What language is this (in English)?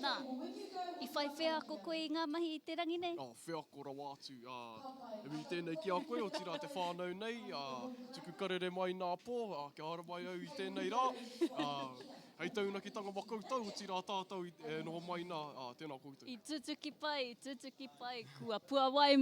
Māori